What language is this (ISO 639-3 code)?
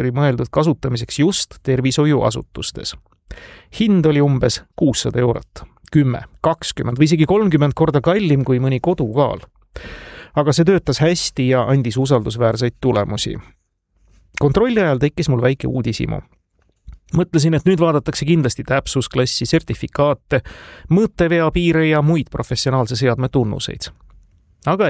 est